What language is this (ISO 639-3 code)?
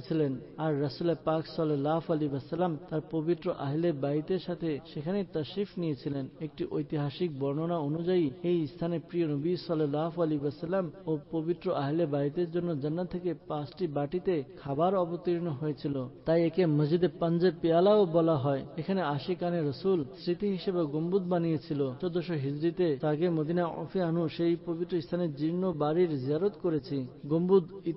ben